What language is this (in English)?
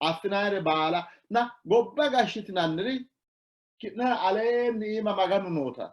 Sidamo